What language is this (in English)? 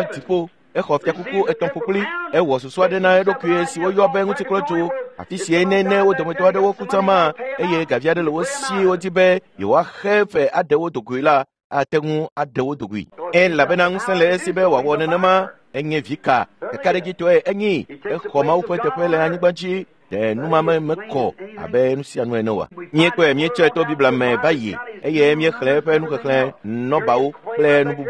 Ewe